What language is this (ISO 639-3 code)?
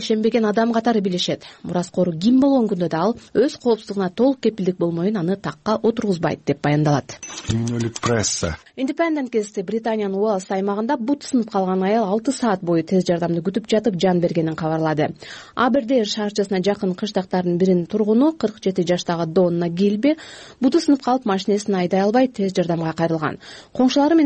kir